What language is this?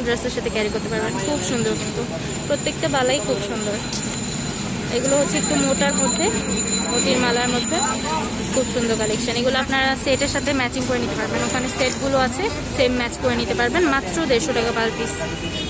Bangla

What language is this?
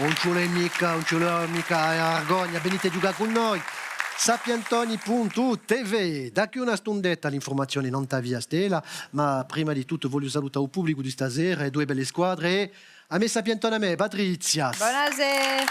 Corsican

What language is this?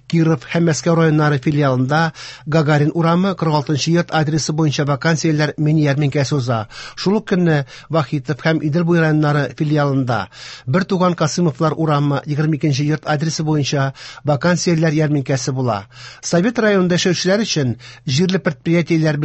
Tatar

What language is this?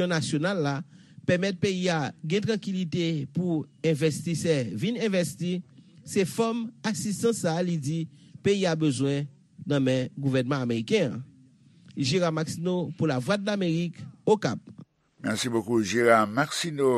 Haitian Creole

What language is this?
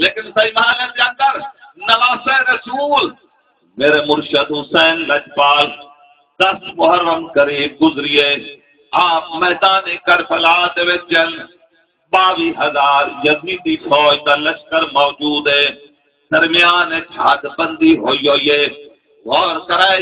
Saraiki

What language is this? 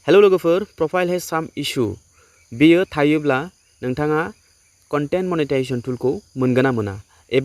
Bodo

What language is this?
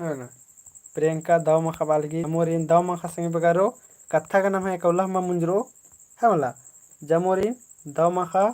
Kurukh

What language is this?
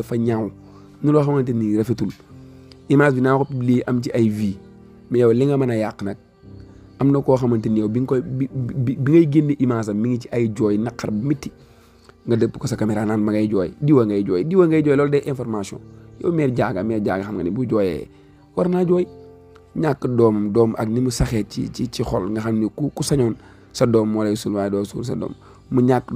Wolof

